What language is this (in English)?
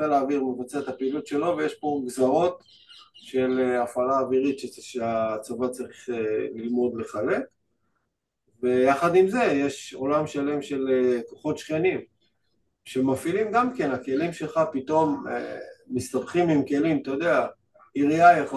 Hebrew